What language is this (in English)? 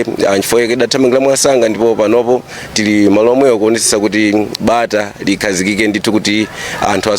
Nyanja